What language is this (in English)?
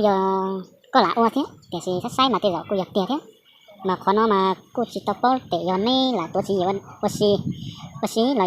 Hmong